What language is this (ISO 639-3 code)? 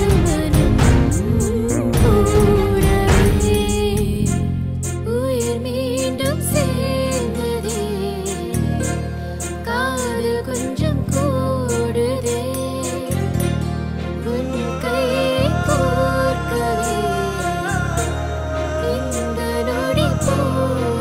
tam